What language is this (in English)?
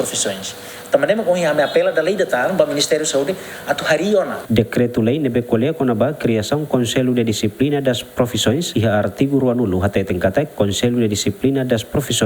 Tetum